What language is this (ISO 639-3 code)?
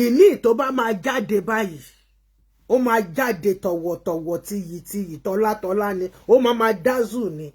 yor